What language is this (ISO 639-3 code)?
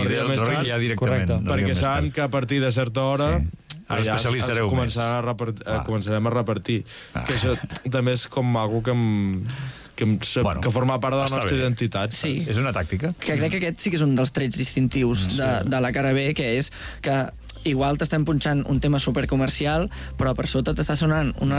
cat